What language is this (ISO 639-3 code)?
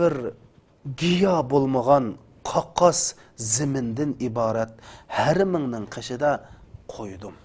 uig